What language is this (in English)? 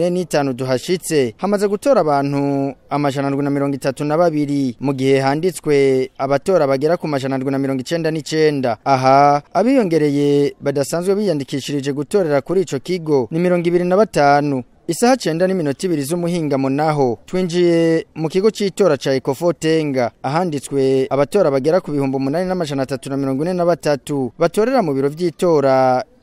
Rundi